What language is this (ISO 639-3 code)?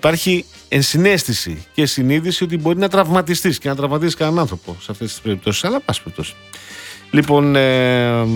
ell